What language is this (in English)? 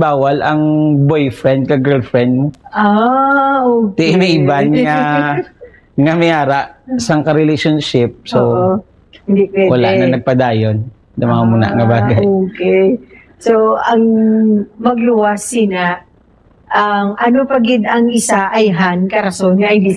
Hiligaynon